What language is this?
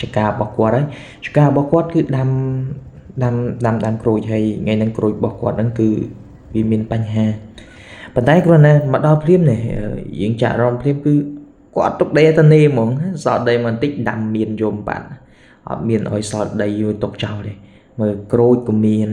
Khmer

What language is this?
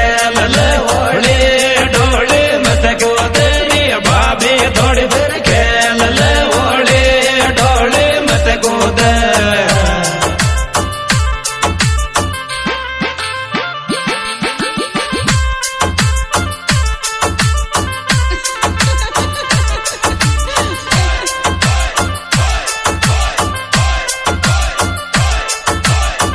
Bhojpuri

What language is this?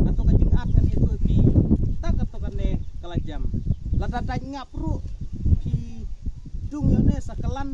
Khasi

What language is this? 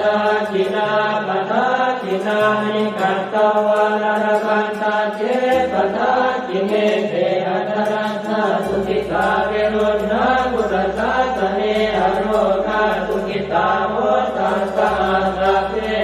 Pali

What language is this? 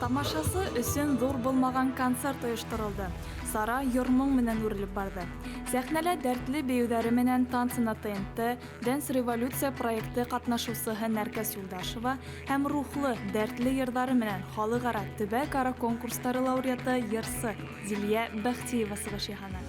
Bashkir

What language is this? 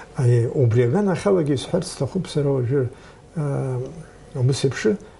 Abkhazian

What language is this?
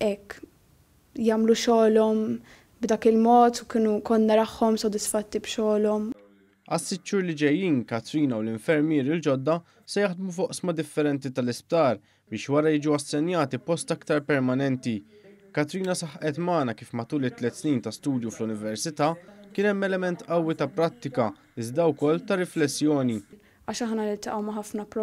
Maltese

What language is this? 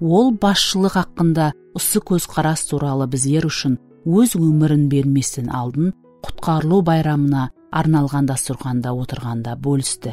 Kara-Kalpak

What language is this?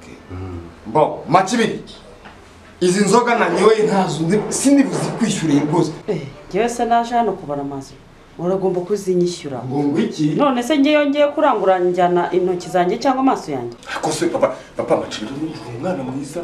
Kinyarwanda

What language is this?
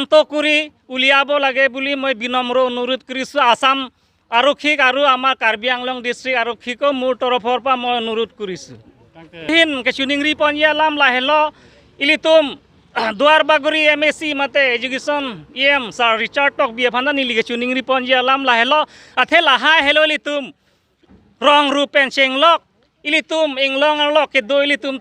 Karbi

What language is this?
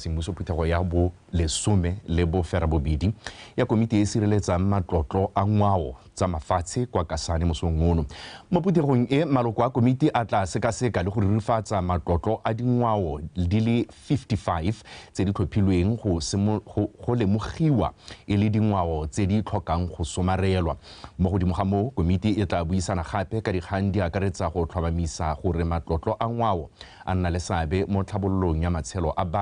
Tswana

